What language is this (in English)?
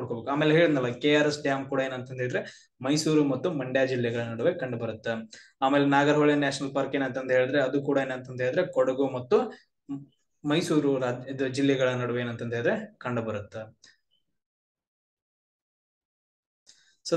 Kannada